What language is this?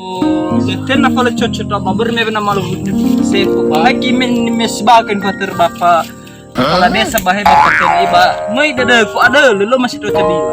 Nias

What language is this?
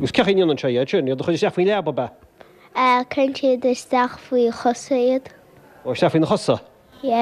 Irish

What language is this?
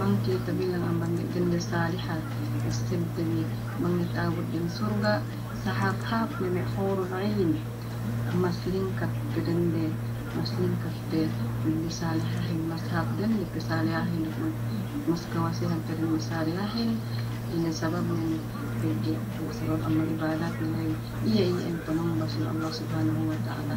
Yakan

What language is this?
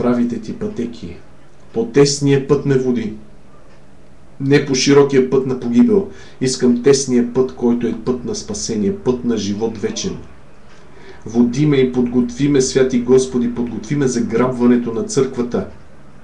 Bulgarian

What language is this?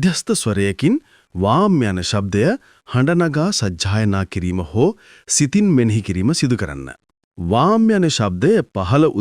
Sinhala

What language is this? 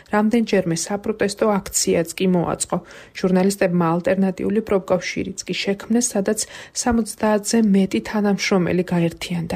Georgian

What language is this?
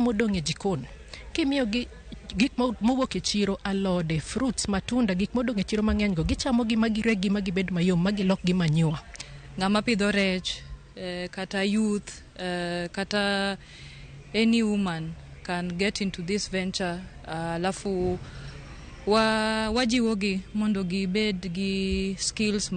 Luo (Kenya and Tanzania)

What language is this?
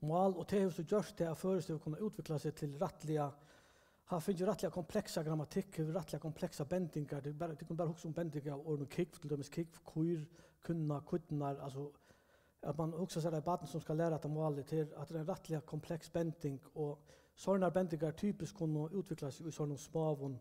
Faroese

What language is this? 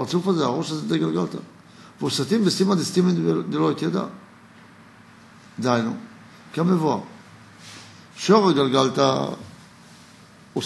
Hebrew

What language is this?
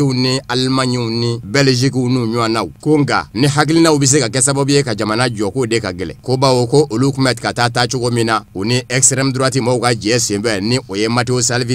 Bambara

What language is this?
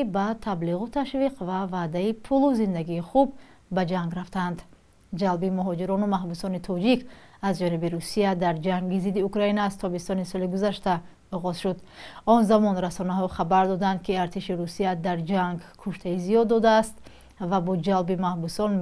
Tajik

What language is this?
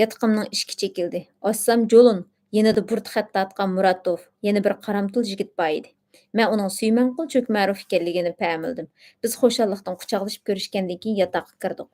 Uyghur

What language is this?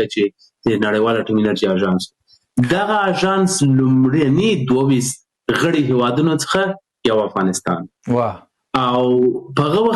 Pashto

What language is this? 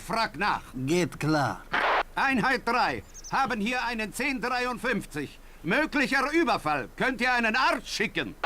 Bavarian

